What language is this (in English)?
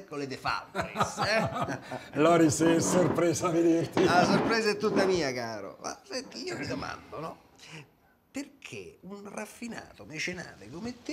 Italian